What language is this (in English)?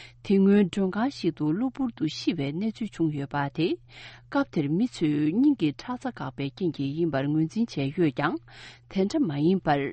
Tibetan